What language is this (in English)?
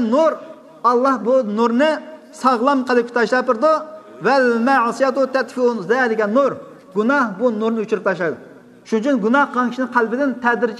Uyghur